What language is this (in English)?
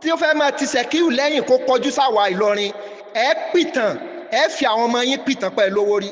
Yoruba